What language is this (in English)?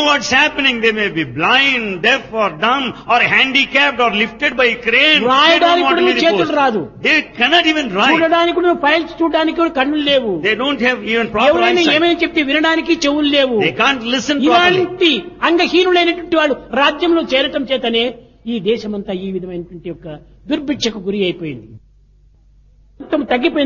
Telugu